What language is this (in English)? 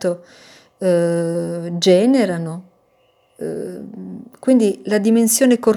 Italian